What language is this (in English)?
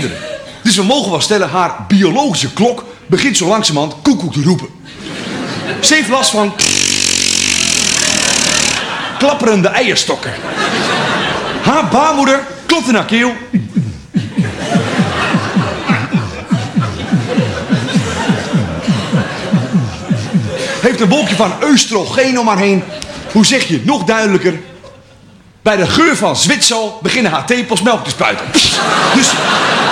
Dutch